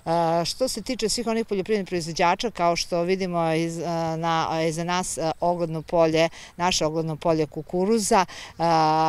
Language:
Serbian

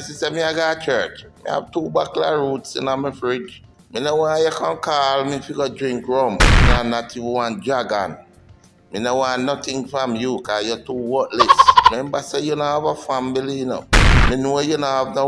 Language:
Jamaican Creole English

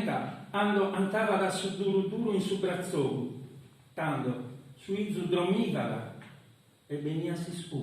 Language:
Sardinian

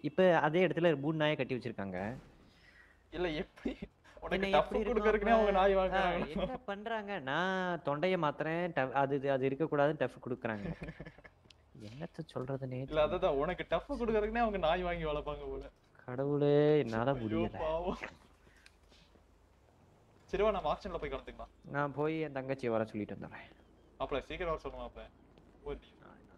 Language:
Tamil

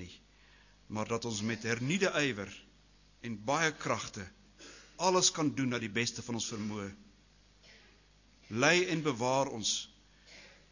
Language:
Afrikaans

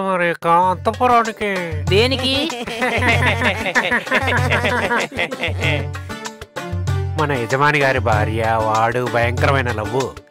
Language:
Telugu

